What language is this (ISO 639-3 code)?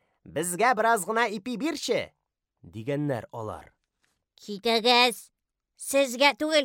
tat